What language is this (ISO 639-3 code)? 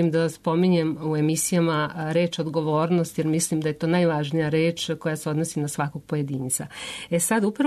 srp